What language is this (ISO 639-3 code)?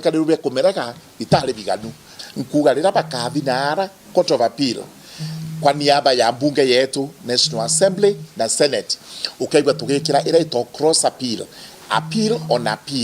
mer